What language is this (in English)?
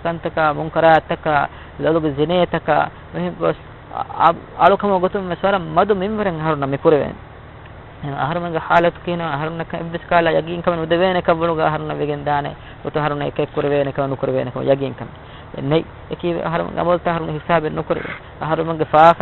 Divehi